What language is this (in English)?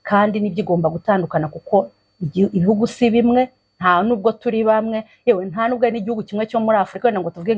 Kinyarwanda